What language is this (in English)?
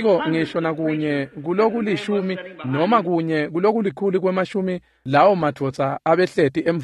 Swati